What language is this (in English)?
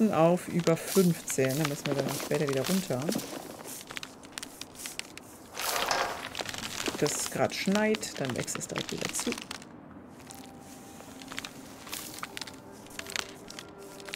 German